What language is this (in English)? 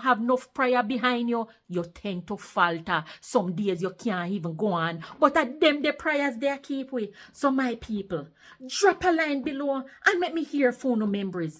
Jamaican Creole English